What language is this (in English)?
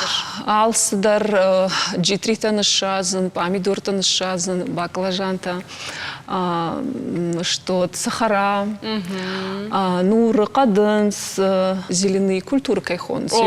Ossetic